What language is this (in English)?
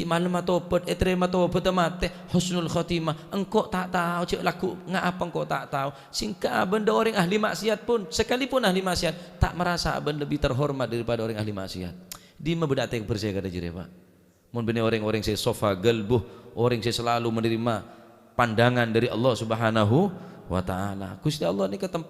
Madurese